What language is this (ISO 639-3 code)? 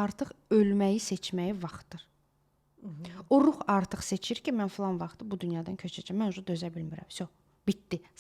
aze